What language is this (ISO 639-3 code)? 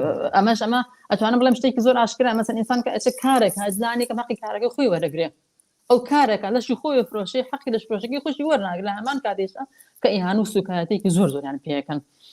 ckb